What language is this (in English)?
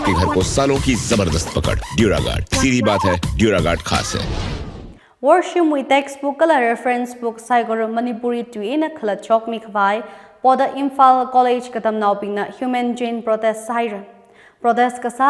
Tangkhul Naga (India)